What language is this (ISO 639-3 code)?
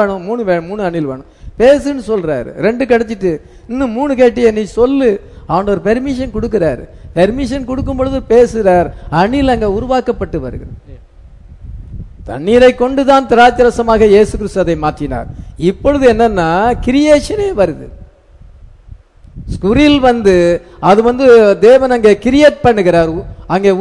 tam